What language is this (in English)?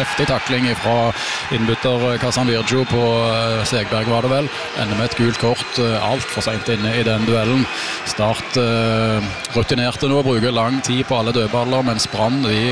Norwegian